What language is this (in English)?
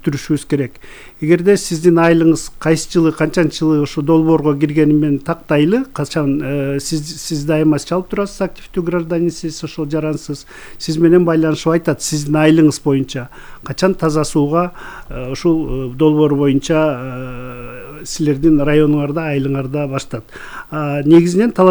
Kyrgyz